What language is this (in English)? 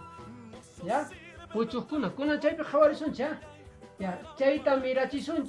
Quechua